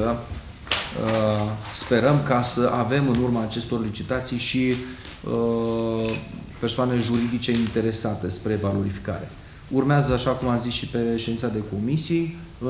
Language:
Romanian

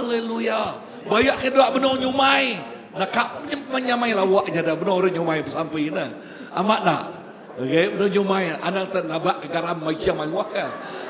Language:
Iban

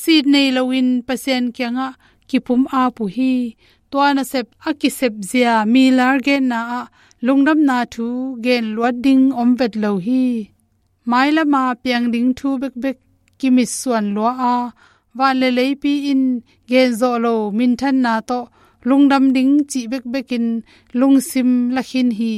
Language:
Tedim Chin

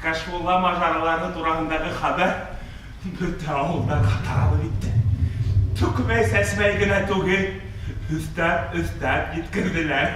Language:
Bashkir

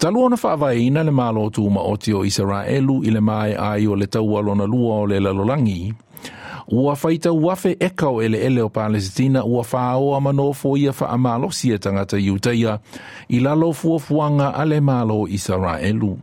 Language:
Samoan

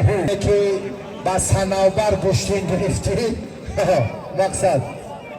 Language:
Tajik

